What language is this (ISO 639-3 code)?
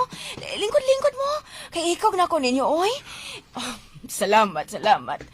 ceb